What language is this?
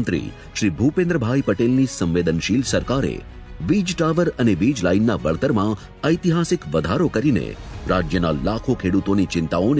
Gujarati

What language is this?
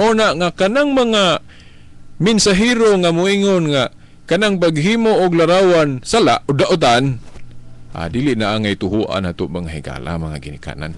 Cebuano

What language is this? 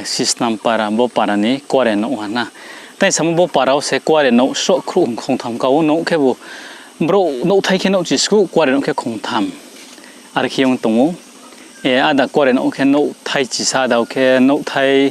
Riang (India)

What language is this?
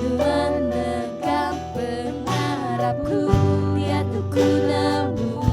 Iban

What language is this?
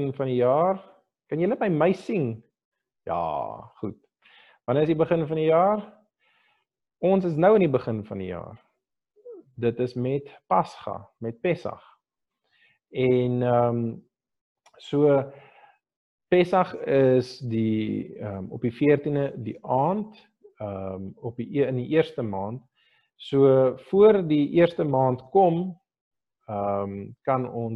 Afrikaans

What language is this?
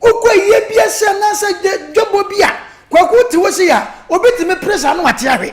Akan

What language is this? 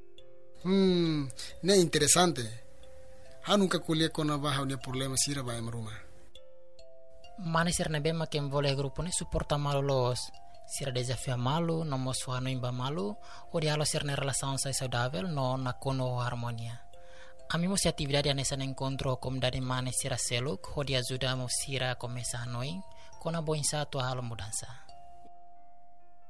Tetum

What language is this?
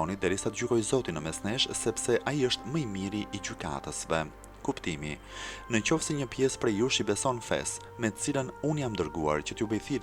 Albanian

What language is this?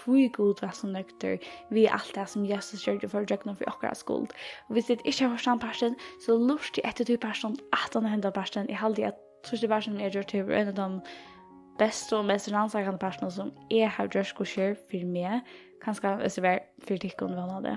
Faroese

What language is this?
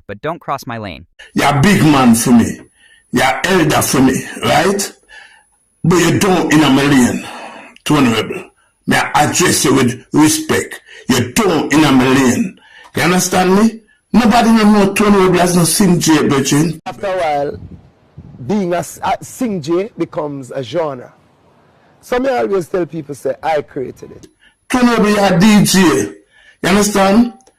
Jamaican Creole English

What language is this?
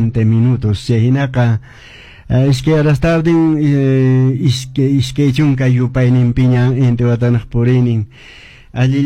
Quechua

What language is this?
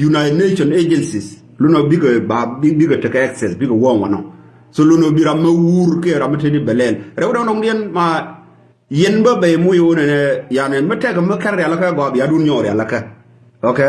Nuer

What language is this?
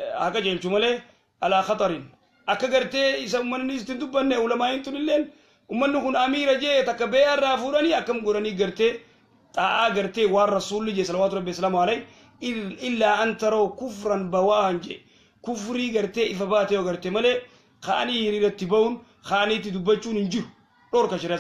Oromo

